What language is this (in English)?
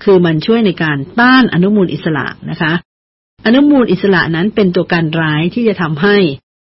Thai